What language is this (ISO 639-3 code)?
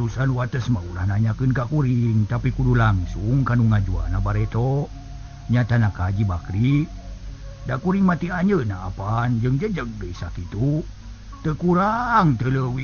sun